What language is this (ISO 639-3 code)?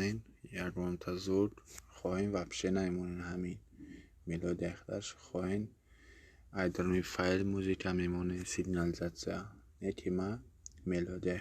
tgk